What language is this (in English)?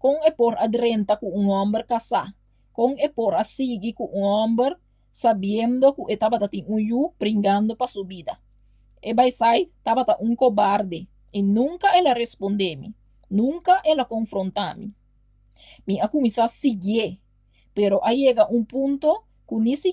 Papiamento